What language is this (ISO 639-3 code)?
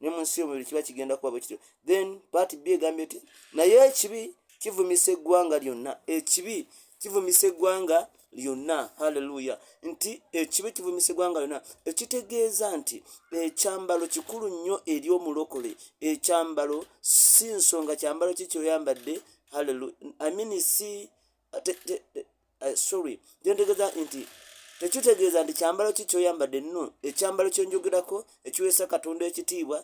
lug